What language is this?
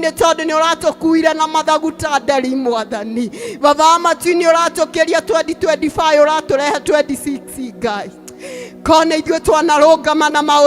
Kikuyu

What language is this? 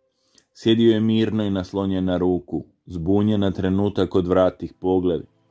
Croatian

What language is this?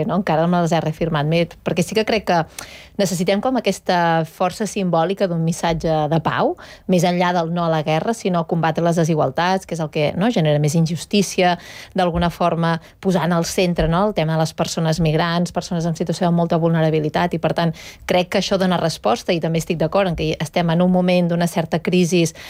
Catalan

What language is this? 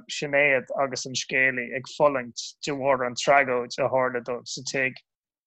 Irish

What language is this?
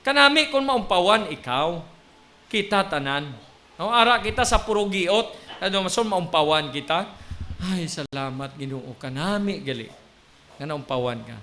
Hiligaynon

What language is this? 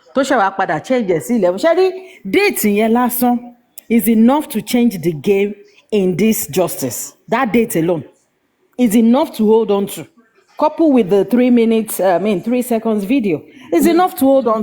Yoruba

